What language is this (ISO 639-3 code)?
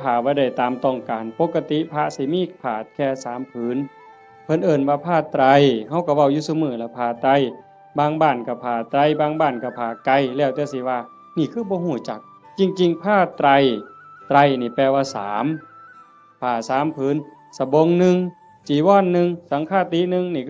tts